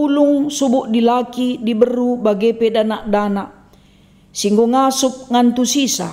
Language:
Batak Karo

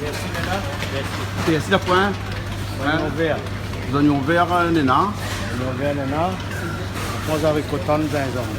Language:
Réunion Creole French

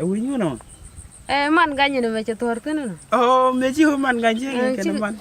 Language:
Nuer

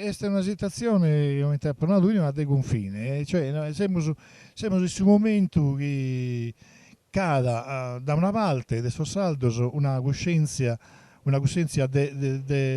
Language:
Sardinian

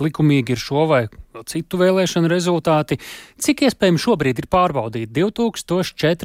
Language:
Latvian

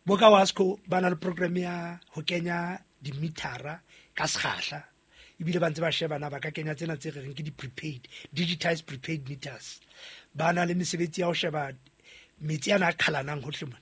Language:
Southern Sotho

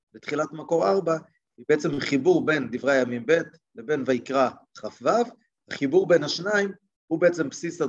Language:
Hebrew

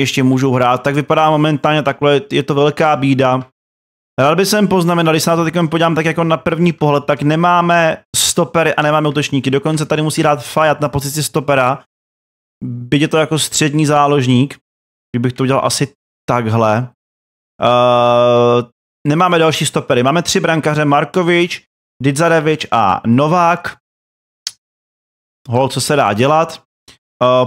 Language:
Czech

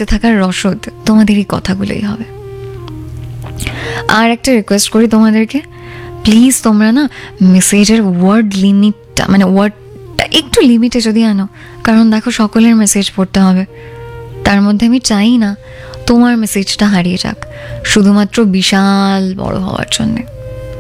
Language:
Bangla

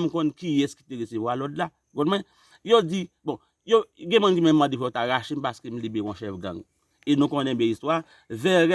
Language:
Haitian Creole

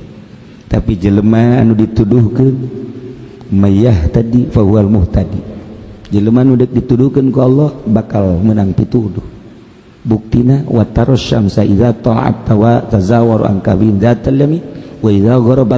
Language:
Sundanese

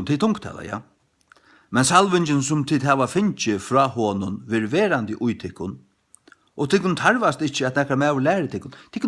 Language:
Faroese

